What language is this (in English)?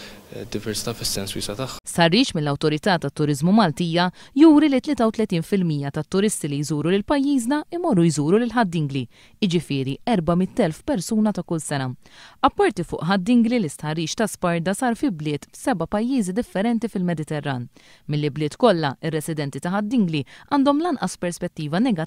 Maltese